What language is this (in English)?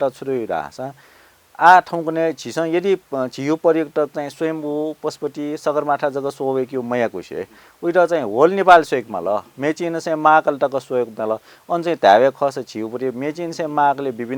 Newari